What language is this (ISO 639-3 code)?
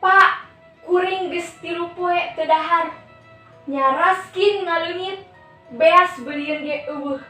sun